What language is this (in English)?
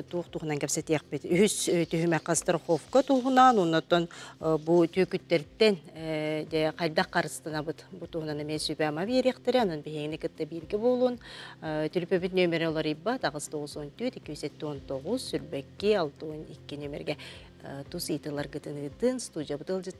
Yakut